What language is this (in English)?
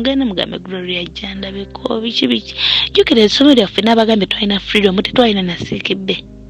Ganda